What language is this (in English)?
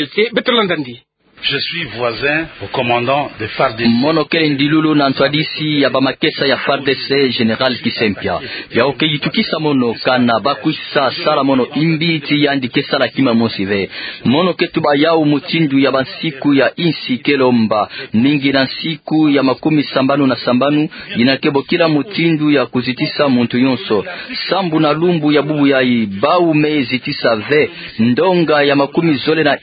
Kituba (Democratic Republic of Congo)